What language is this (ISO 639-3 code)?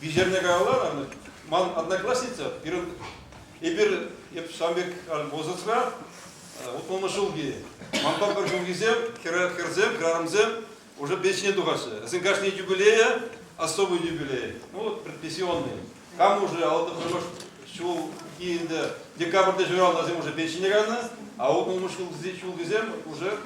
chv